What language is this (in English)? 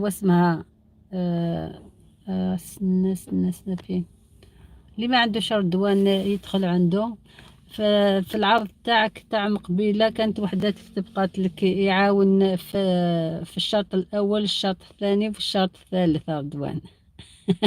Algerian Arabic